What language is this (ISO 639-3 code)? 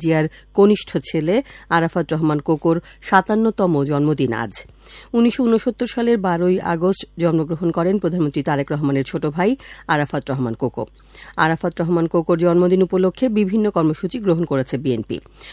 ben